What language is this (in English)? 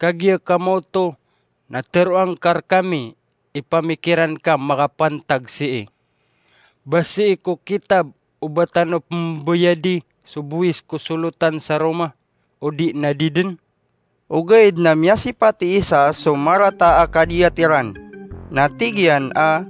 Maranao